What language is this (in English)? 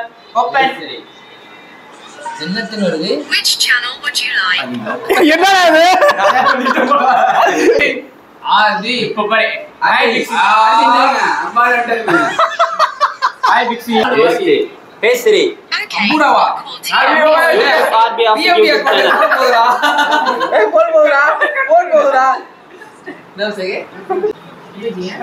Tamil